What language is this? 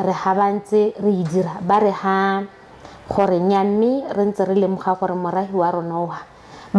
Tswana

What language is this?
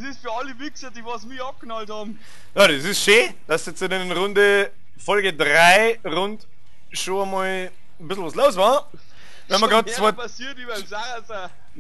Bavarian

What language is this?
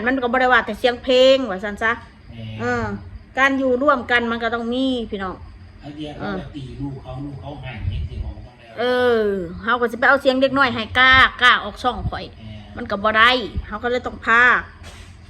Northeastern Thai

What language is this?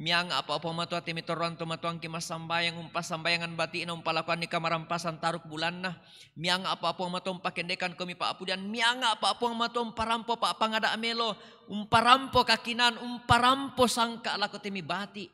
Toraja-Sa'dan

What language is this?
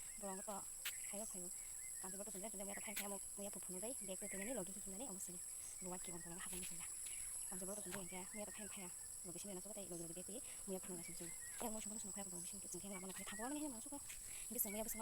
Kok Borok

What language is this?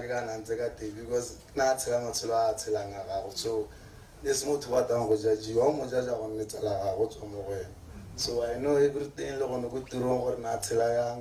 Tswana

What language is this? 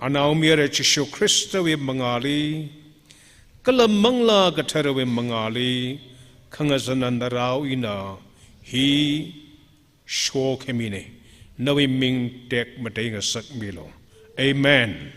Tangkhul Naga (India)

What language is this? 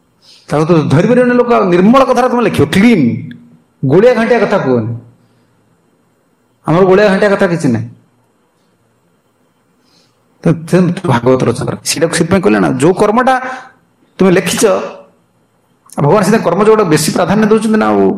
Odia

